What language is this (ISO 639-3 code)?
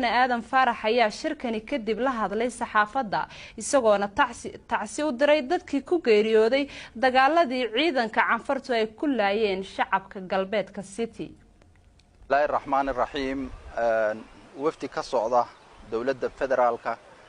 som